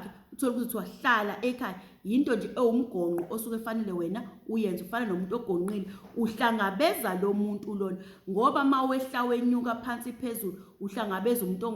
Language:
Zulu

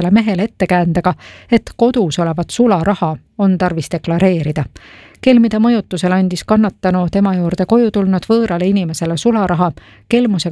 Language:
Estonian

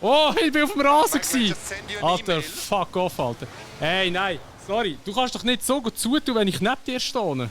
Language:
Swiss German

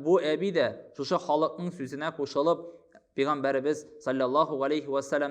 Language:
Tatar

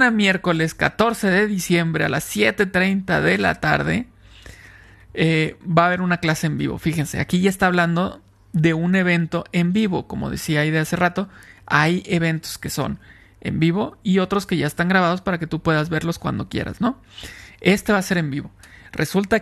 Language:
Spanish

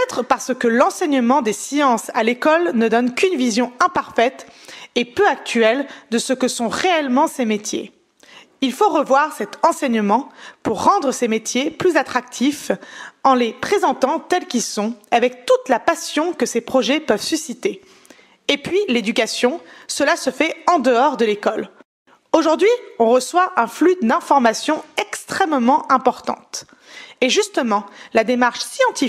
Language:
French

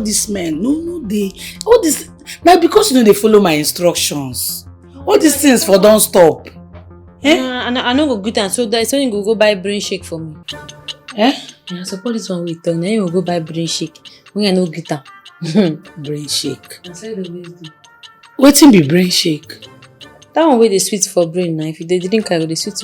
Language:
Nigerian Pidgin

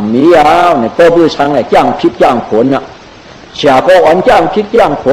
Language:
Shan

